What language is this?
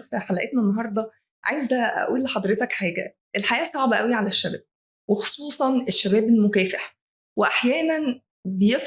Egyptian Arabic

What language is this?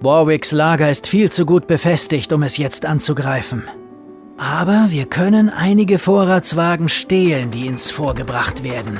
Bavarian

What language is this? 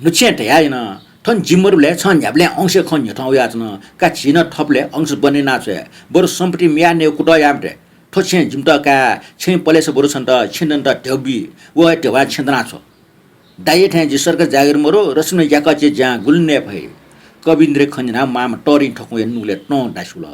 Newari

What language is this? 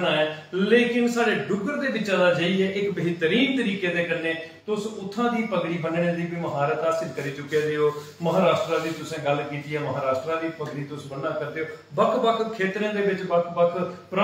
Dogri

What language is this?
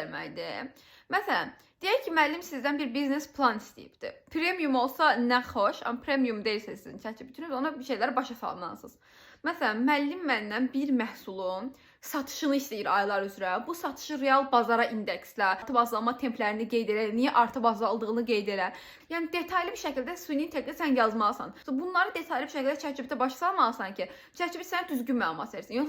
Azerbaijani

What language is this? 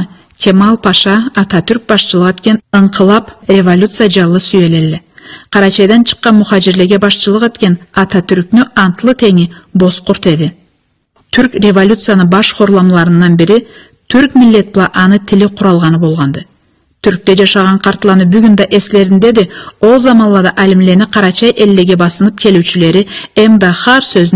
Karachay-Balkar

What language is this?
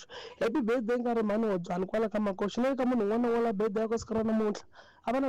Tsonga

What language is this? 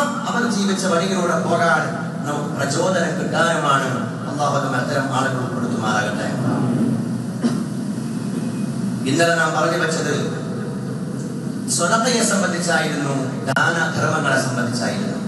Malayalam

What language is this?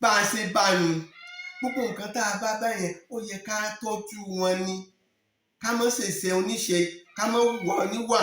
Yoruba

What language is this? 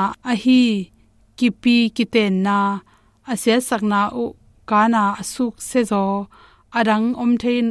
Tedim Chin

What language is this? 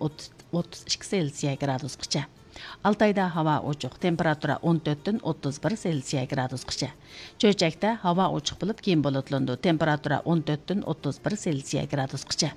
Uyghur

